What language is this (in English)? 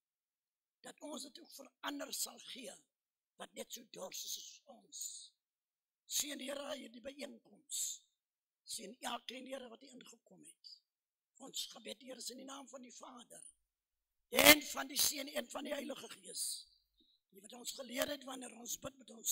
Afrikaans